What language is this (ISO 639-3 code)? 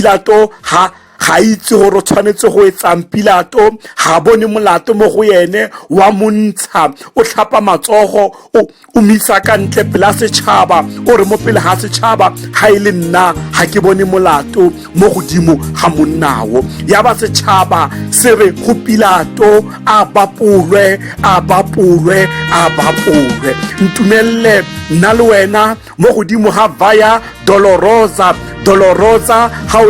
tsn